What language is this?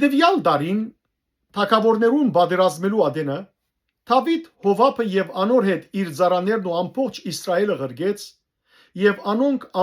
Western Armenian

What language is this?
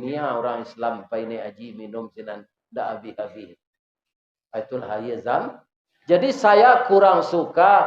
Minangkabau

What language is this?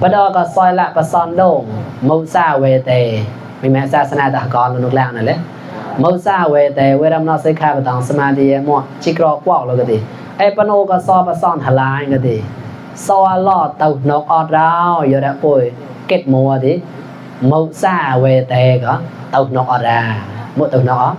Mon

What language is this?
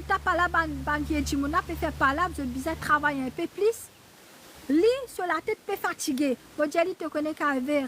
Morisyen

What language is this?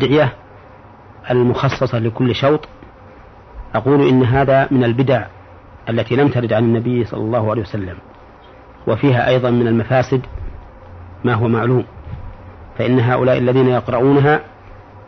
Arabic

